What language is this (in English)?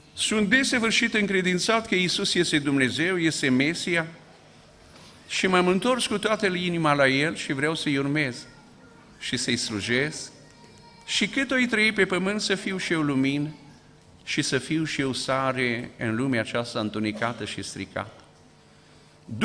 Romanian